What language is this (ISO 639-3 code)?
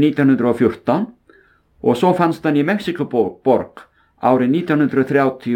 isl